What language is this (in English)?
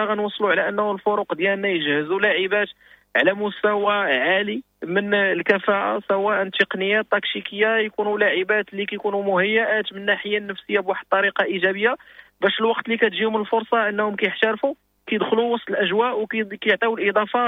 Moroccan Arabic